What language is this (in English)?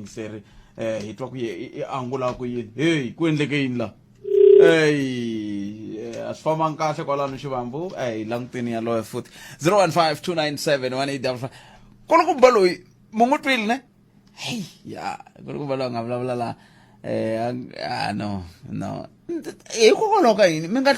Tsonga